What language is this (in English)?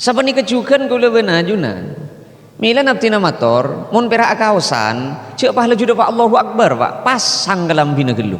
Madurese